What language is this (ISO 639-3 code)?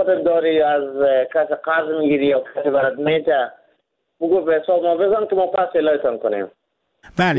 fas